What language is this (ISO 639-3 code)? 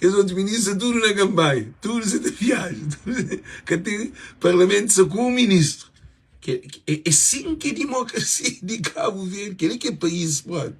kea